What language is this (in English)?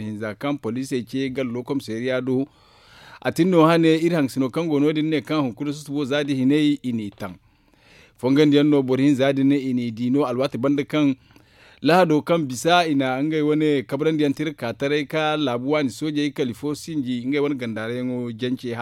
Zarma